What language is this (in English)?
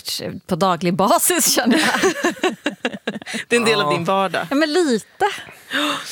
Swedish